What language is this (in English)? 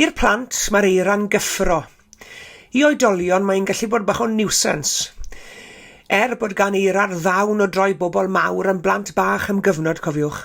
Welsh